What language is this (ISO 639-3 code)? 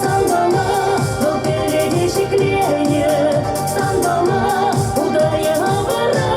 chv